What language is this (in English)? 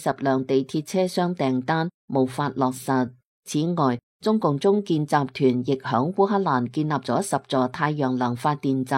Cantonese